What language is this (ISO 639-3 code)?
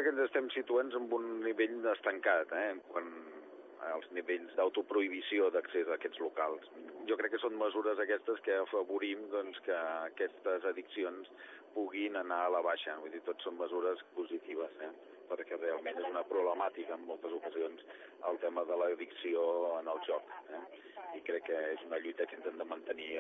cat